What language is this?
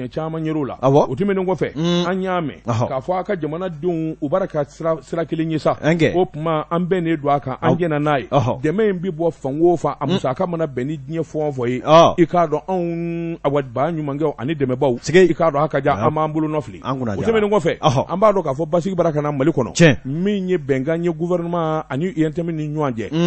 Bambara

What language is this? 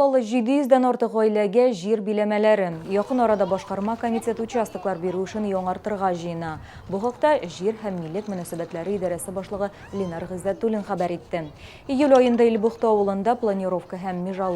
Tatar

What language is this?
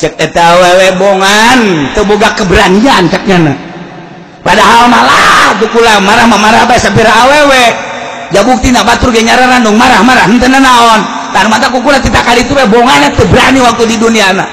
Sundanese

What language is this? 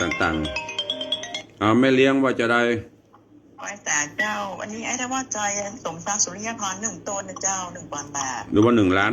Northern Thai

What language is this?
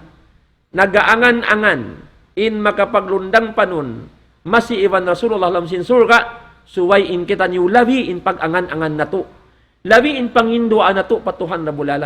Tausug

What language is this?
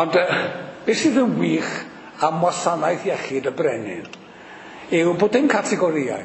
Welsh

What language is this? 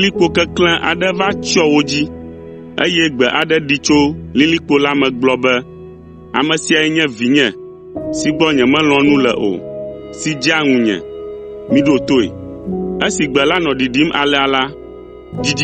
Ewe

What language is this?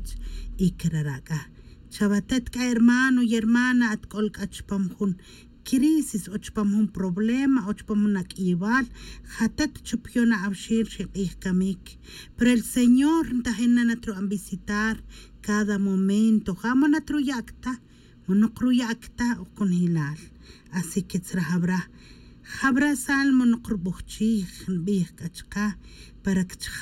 Tz'utujil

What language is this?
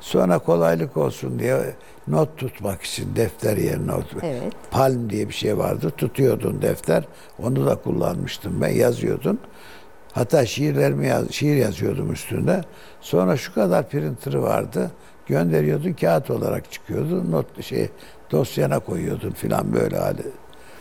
Turkish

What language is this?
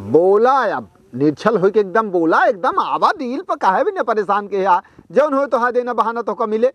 Awadhi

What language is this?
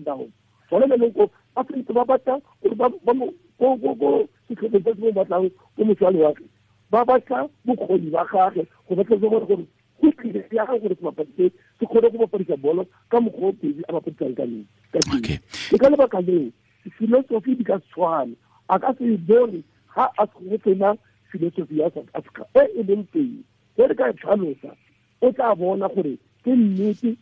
Tswana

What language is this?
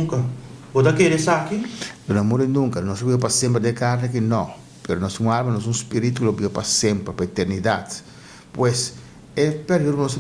Papiamento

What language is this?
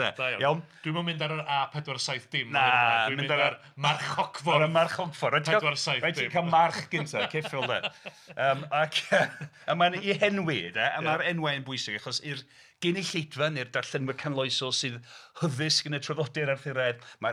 Welsh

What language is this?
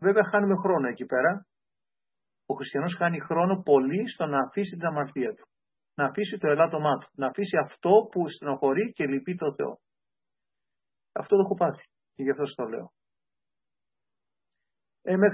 Greek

